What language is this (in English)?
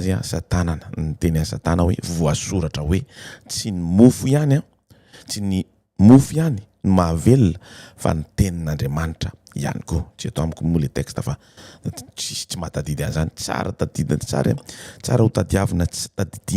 Malagasy